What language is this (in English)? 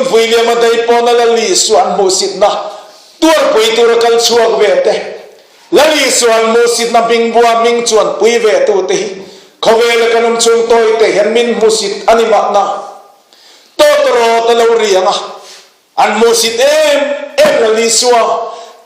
Mizo